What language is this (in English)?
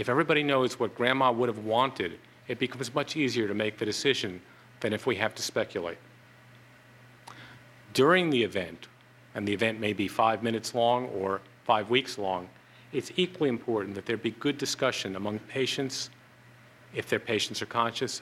English